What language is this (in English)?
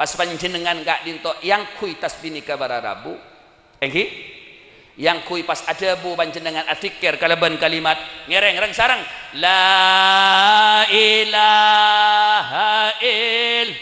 Madurese